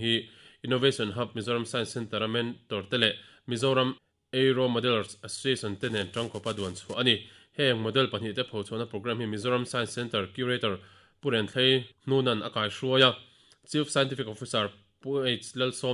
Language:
Mizo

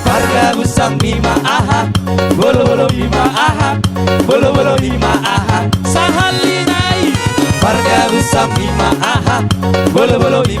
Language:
Batak Toba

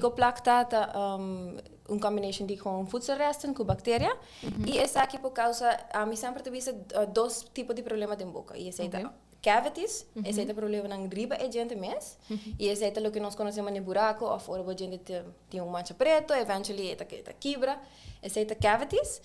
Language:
Papiamento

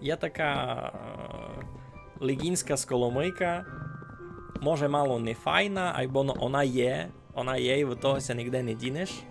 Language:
Rusyn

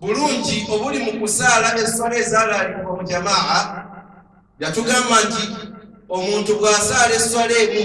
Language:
Ganda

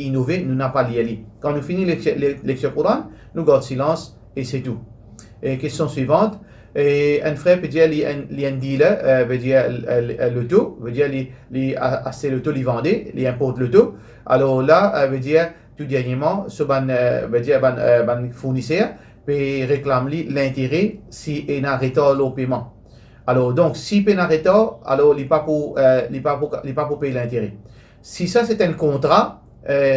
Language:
Morisyen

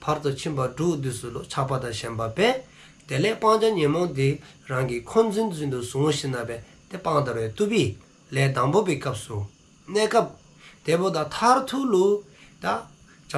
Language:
Dzongkha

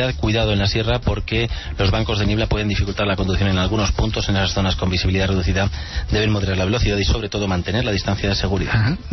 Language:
Spanish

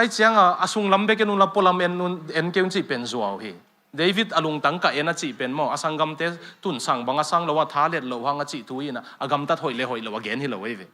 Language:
Tedim Chin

